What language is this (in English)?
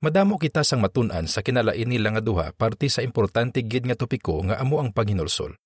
Hiligaynon